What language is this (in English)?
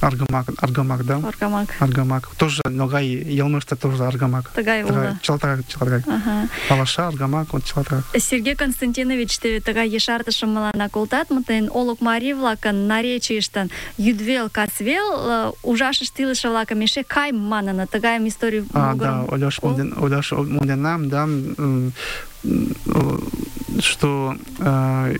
Mari